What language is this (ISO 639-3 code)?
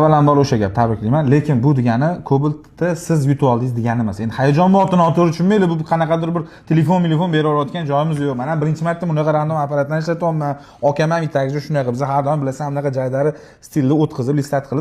uzb